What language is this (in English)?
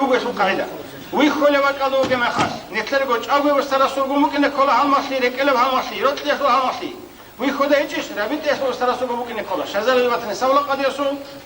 Avaric